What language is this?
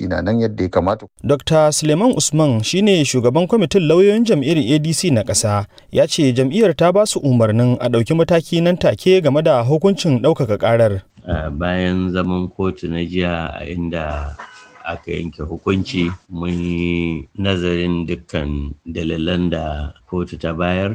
Hausa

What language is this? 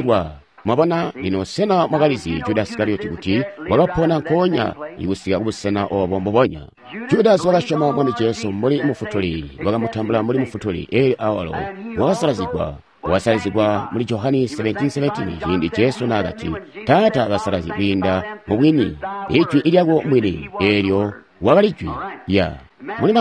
Tonga (Zambia)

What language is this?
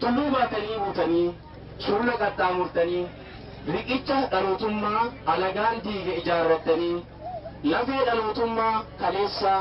Oromo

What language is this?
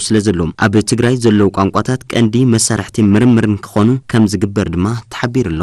Tigrinya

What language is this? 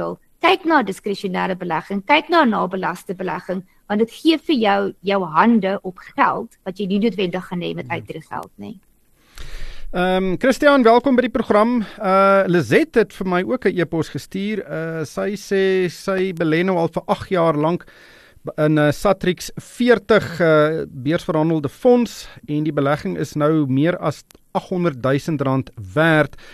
Afrikaans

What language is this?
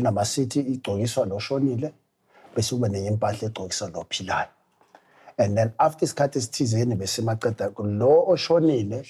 Zulu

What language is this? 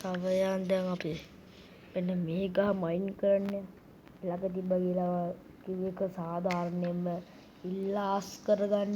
Sinhala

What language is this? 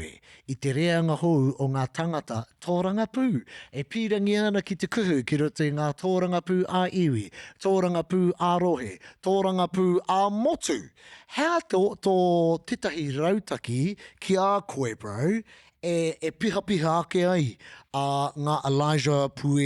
Māori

